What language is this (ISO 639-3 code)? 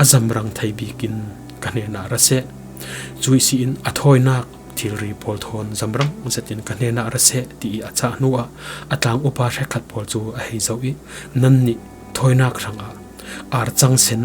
cfm